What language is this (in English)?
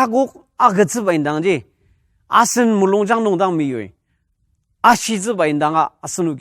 Ao Naga